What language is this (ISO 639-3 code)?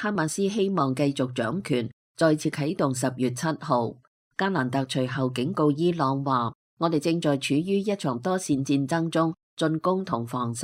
yue